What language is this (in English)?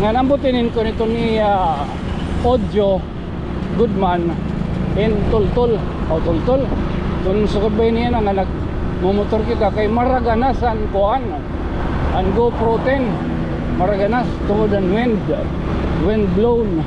Waray